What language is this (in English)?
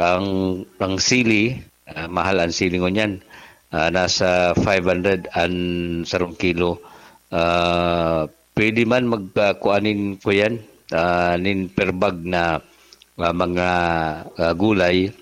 Bikol